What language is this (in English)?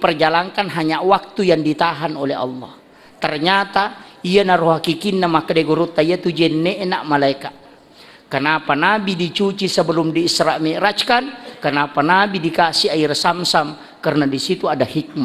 Buginese